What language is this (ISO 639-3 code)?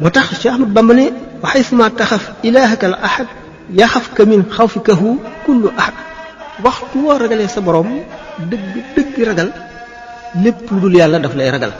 wol